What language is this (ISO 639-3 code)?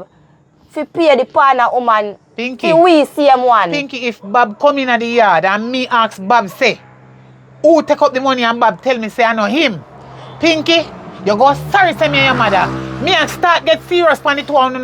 jam